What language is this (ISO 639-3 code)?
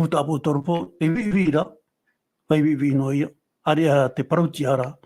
tah